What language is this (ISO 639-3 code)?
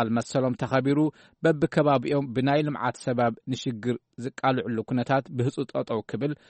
tir